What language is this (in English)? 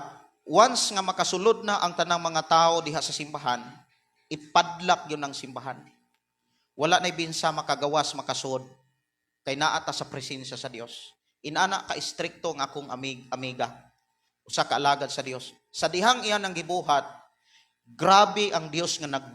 Cebuano